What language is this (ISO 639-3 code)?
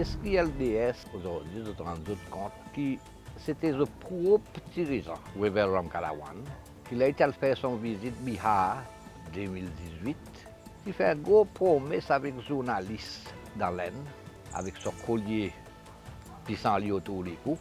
crs